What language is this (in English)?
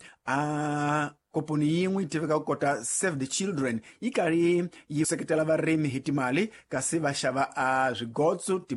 Tsonga